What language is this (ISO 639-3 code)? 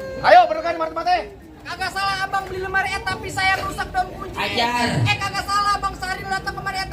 bew